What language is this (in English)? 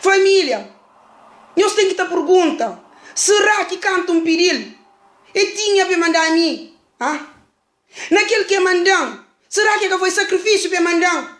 Kabuverdianu